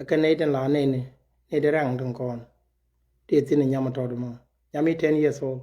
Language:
Nuer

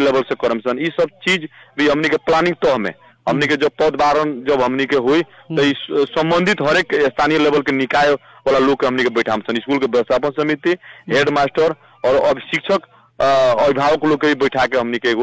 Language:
Bhojpuri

